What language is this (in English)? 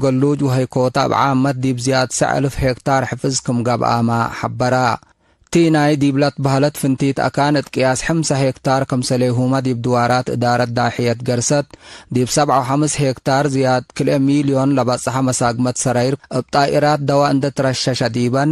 Tigre